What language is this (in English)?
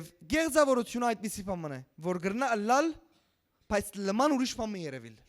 Western Armenian